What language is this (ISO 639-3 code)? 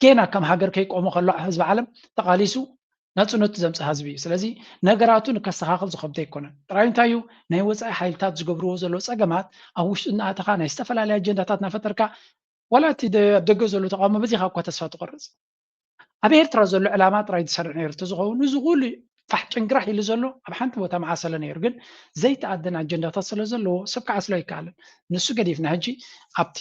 tir